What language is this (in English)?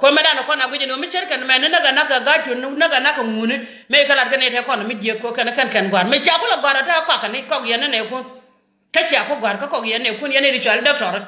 Nuer